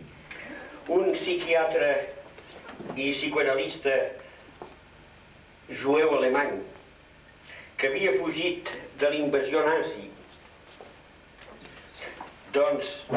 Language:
Catalan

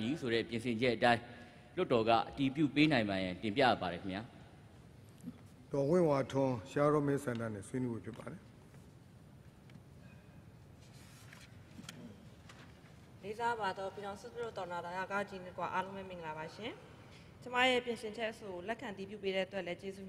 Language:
Burmese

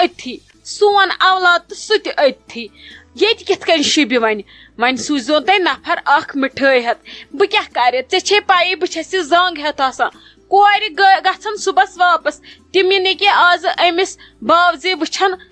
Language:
Kashmiri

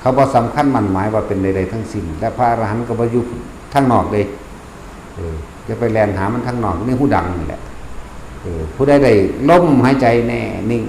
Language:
Northeastern Thai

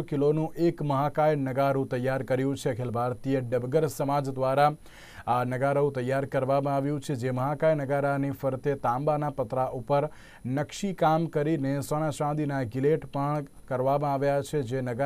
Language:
Gujarati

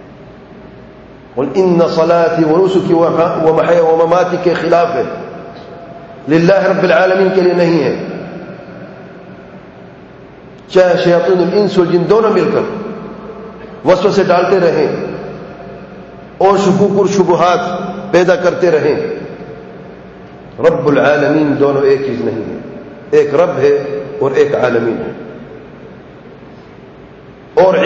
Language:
Urdu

